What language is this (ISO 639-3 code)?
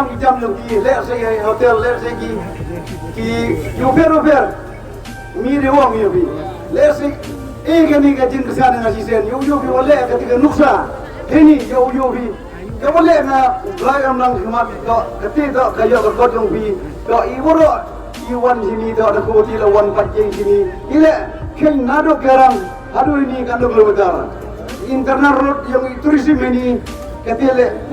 kha